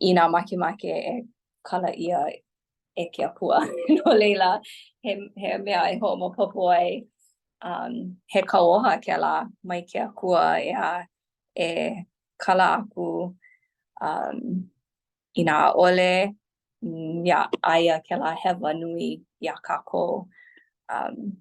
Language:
Hawaiian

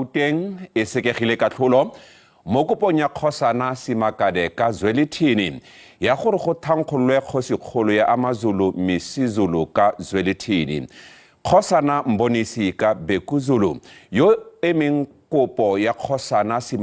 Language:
Tswana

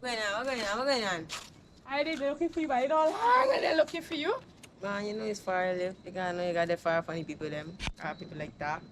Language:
Jamaican Creole English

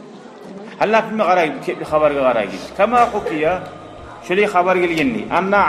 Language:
Kumyk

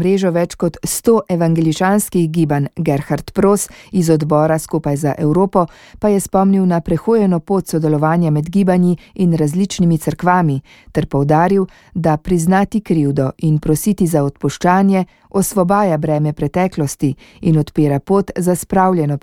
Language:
Slovenian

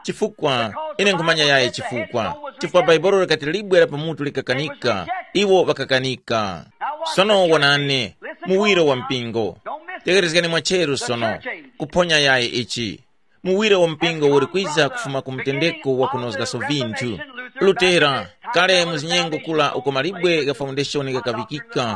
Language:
Tumbuka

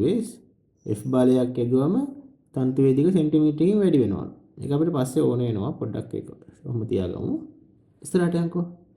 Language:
Sinhala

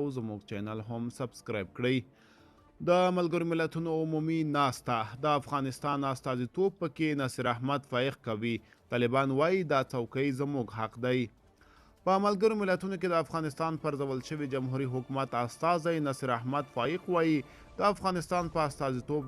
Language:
Pashto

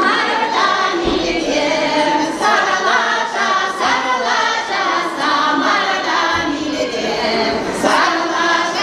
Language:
Chuvash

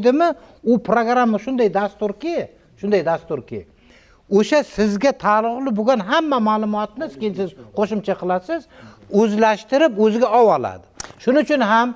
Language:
Uzbek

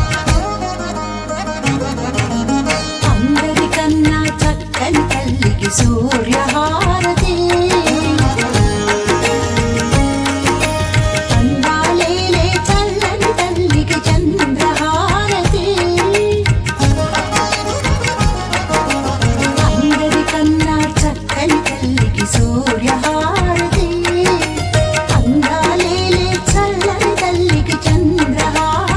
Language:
Telugu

